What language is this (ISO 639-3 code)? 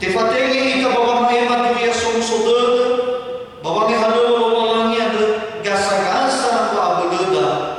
nia